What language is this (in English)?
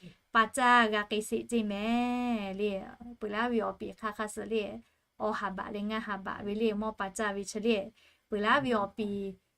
Lahu